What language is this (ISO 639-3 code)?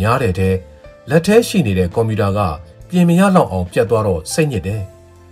mya